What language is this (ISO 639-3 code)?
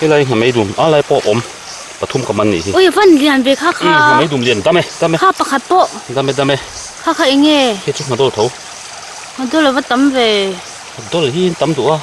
lus